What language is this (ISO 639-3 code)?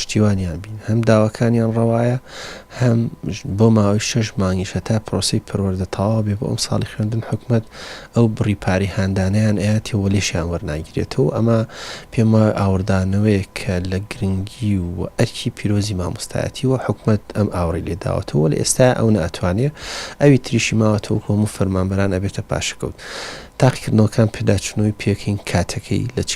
ckb